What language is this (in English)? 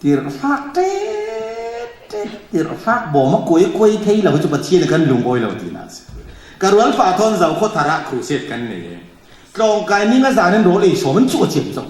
Falam Chin